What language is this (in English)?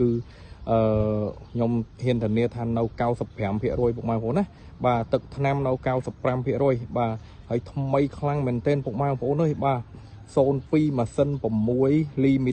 Khmer